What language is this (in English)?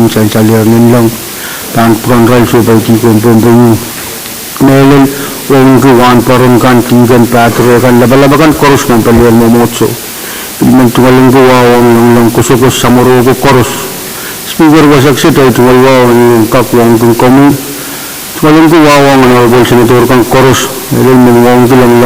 Pohnpeian